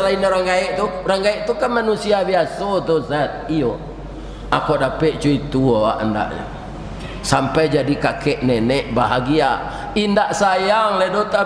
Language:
Minangkabau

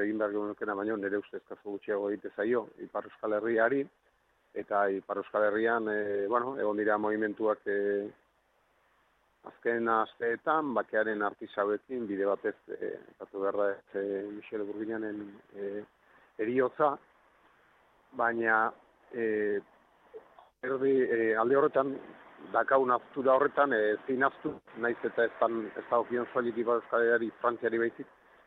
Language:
Basque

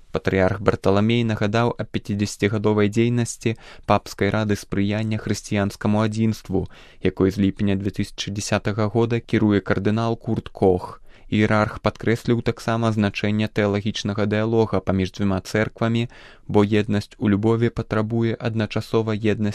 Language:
Belarusian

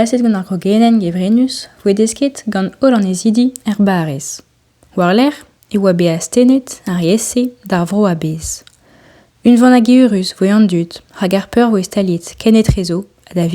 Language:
Breton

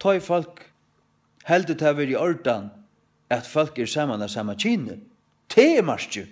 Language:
Faroese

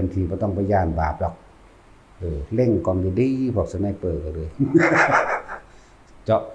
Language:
Lao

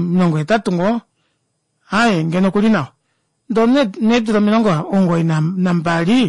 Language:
Kuanyama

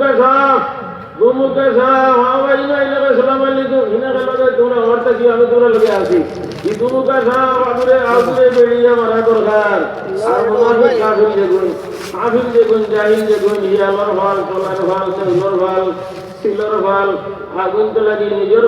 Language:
Sylheti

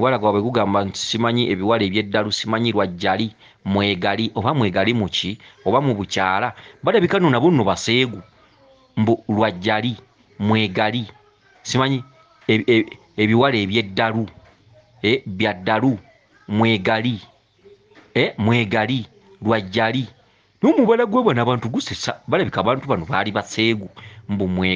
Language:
Ganda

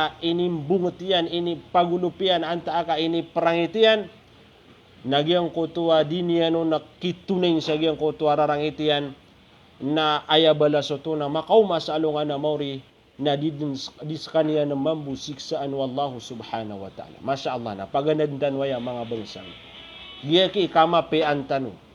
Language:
Maranao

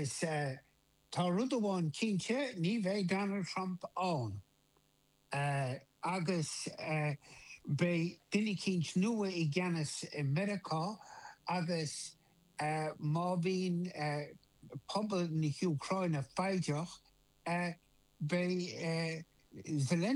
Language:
Irish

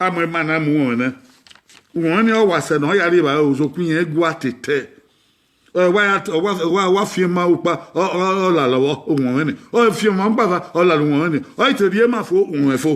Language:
Bini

